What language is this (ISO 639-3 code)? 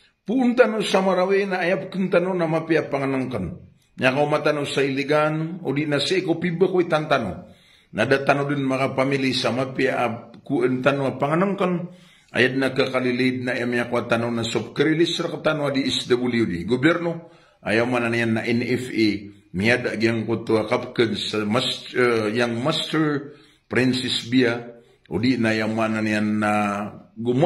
mrw